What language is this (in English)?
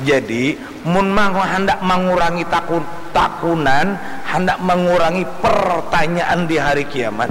Banjar